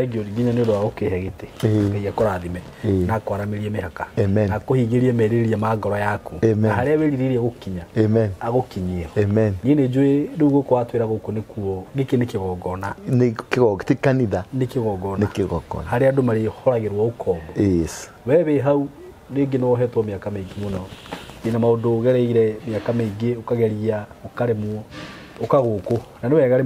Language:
Kikuyu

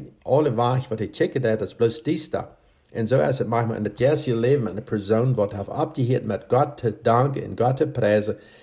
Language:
Plautdietsch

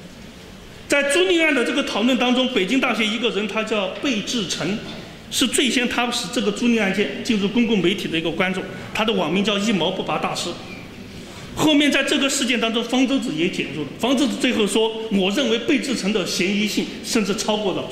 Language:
Chinese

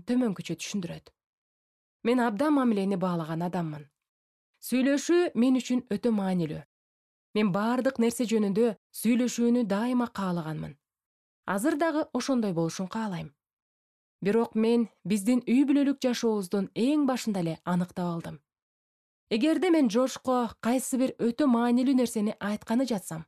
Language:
Kyrgyz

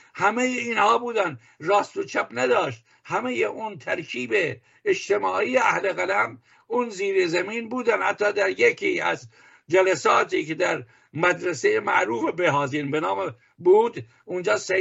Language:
Persian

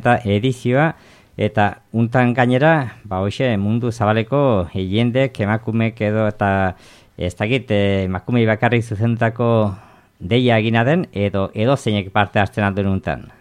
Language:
Basque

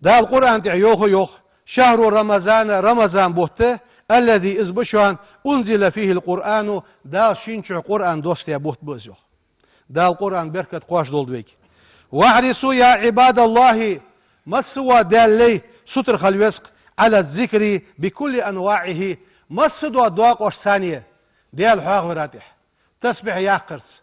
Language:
Ingush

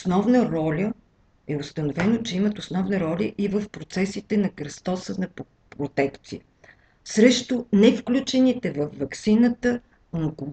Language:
Bulgarian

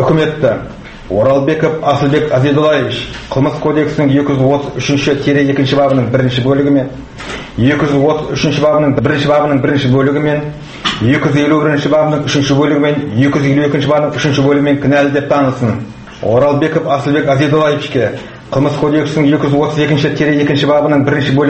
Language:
Kazakh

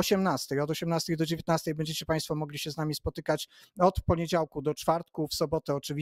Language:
Polish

